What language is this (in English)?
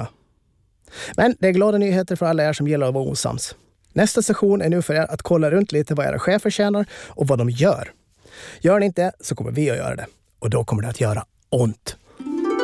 Swedish